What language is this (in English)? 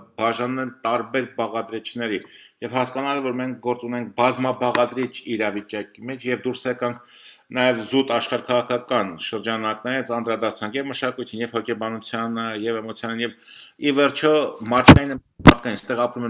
Armenian